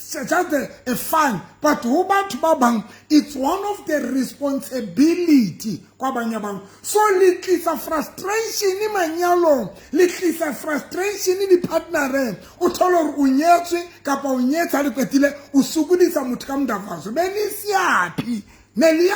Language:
Southern Sotho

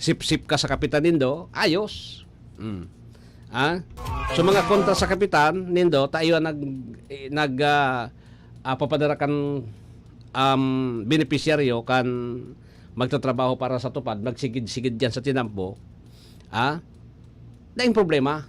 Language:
Bikol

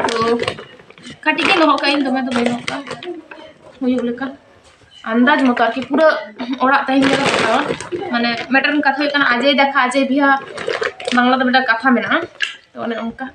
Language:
Santali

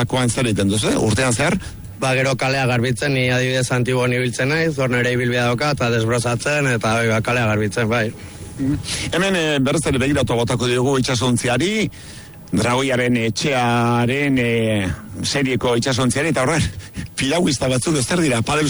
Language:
Basque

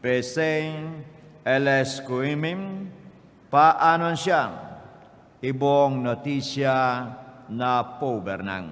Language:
Papiamento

